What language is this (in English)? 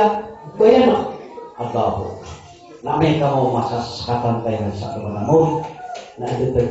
Maranao